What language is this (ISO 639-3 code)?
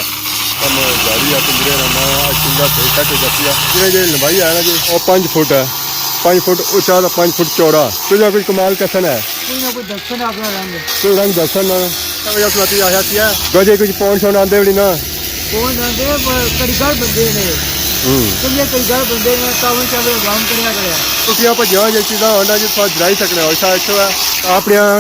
phr